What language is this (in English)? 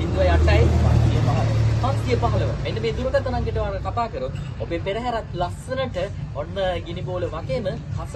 Sinhala